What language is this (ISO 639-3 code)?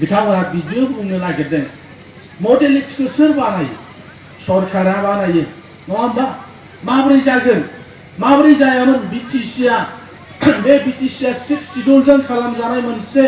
brx